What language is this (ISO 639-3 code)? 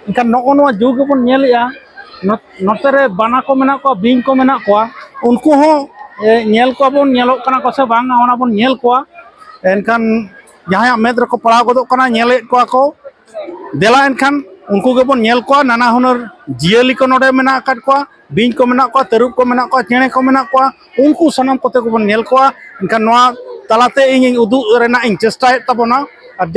sat